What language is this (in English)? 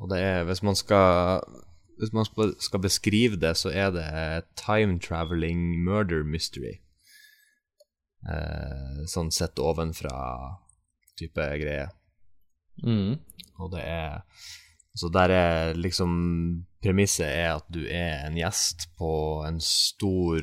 Norwegian